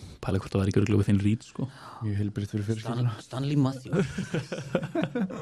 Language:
Icelandic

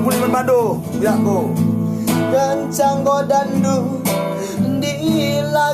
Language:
Batak Karo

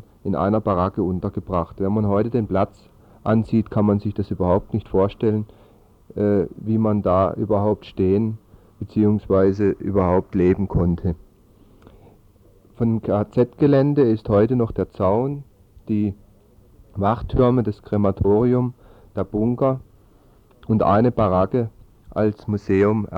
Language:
German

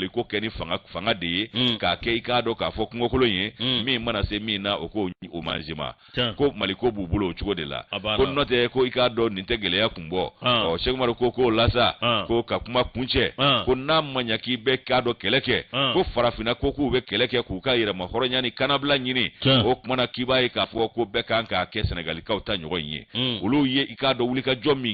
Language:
Bambara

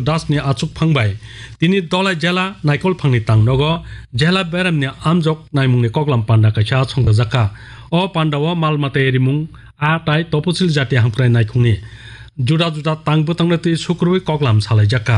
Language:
Kok Borok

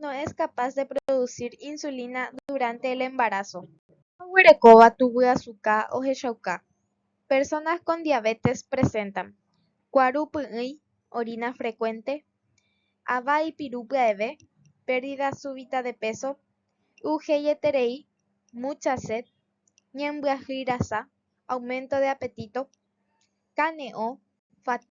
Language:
Guarani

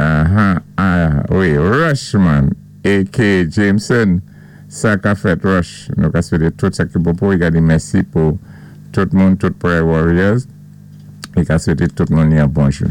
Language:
Saint Lucian Creole French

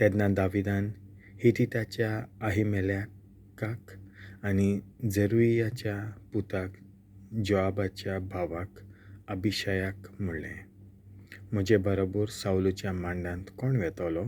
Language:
Konkani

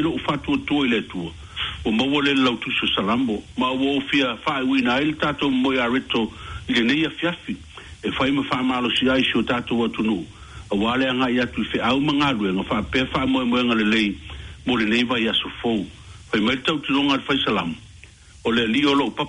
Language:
Samoan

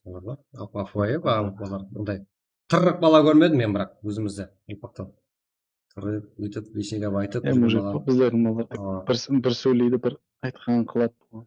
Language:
Kara-Kalpak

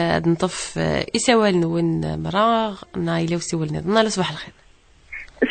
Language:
Kabyle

